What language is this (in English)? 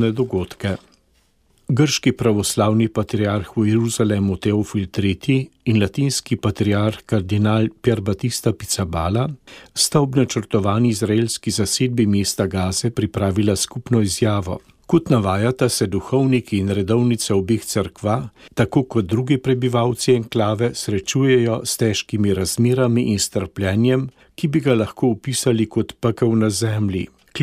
Slovenian